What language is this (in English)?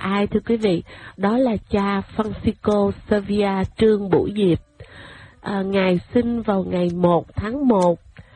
Vietnamese